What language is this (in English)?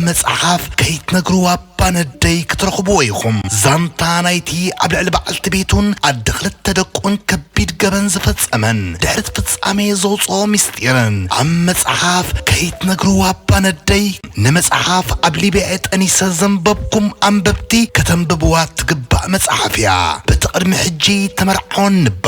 Tigrinya